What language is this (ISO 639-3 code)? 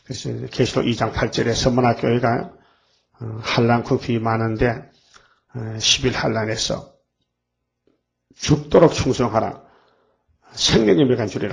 kor